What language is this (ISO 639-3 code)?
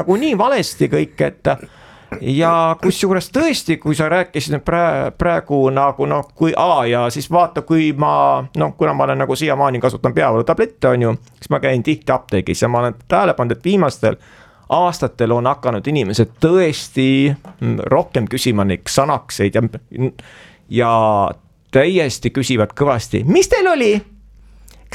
est